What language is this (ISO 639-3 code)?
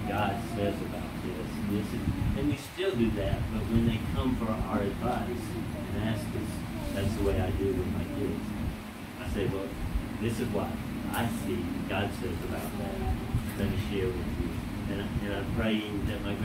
eng